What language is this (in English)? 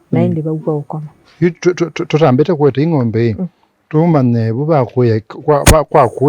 Kamba